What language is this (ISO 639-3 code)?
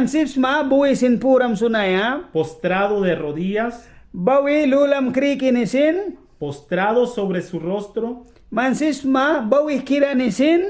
miq